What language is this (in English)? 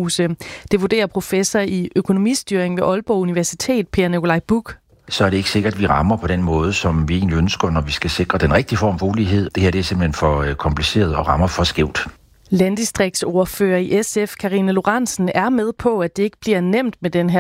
Danish